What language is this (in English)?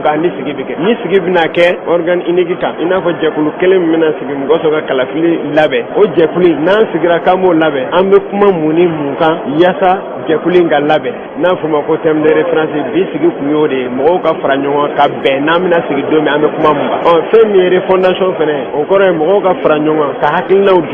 Bambara